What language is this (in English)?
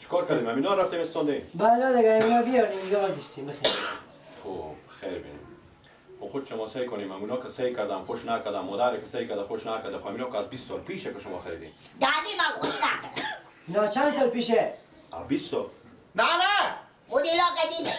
Persian